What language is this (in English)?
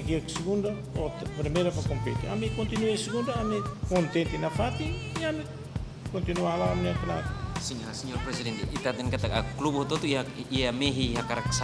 Tetum